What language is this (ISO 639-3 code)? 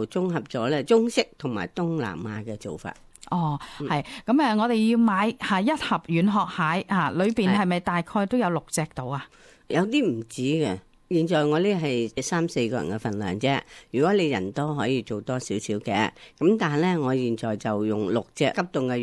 yue